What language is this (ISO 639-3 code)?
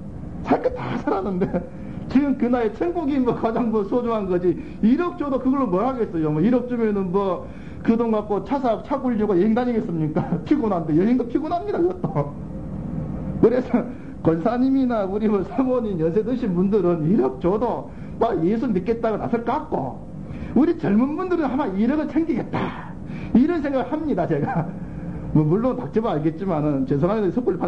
kor